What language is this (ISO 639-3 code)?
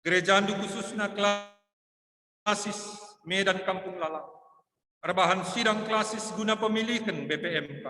btx